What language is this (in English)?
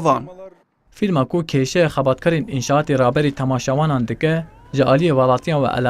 Kurdish